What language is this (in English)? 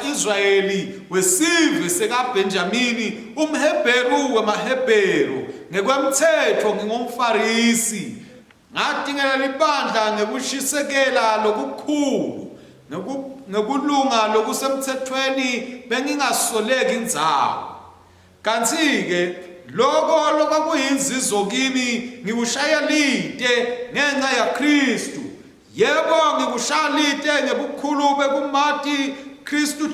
Swati